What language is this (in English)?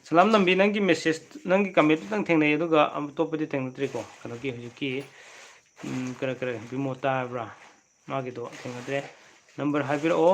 Manipuri